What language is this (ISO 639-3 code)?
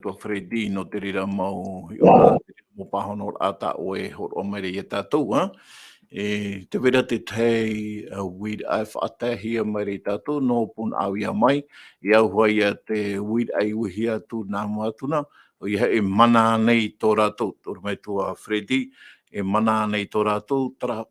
tah